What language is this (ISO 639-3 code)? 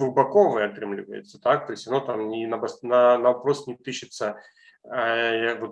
bel